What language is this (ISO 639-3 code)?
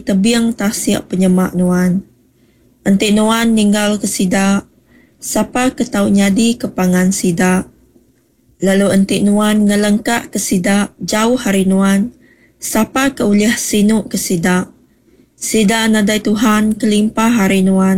iba